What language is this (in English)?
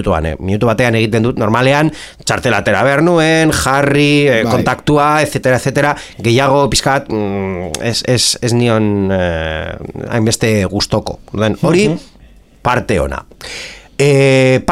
Basque